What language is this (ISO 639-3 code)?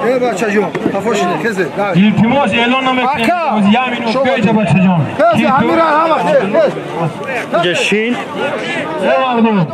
tgk